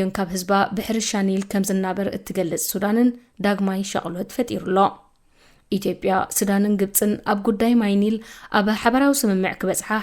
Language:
Tigrinya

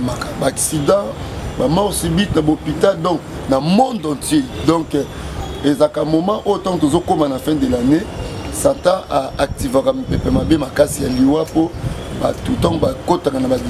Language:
Lingala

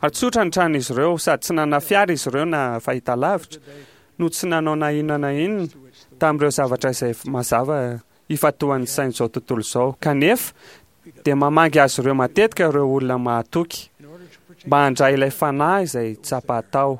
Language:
Malagasy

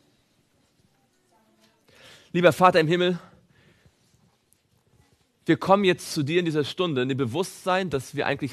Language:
German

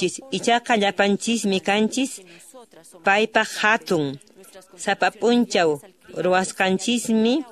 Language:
Quechua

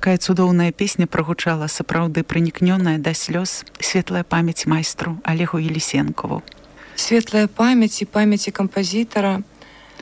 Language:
Belarusian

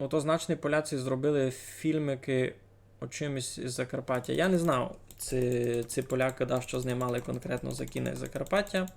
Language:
Rusyn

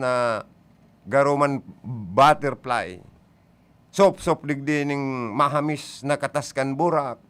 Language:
Bikol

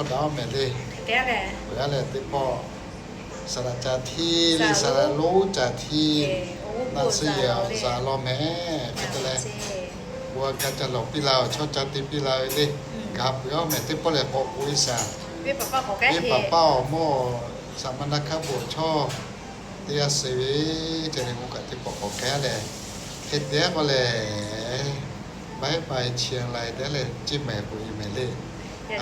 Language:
Lahu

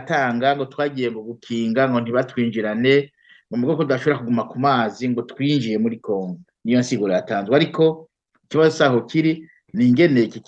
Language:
Rundi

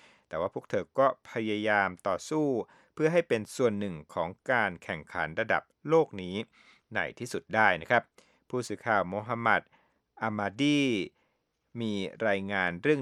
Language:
Thai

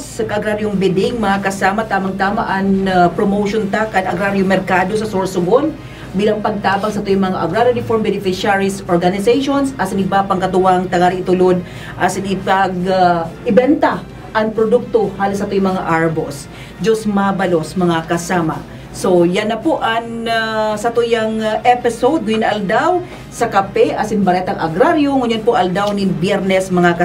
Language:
Bikol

